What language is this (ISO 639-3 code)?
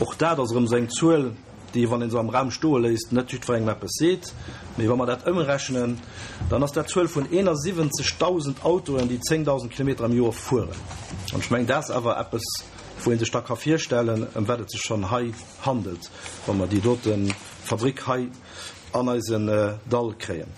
ltz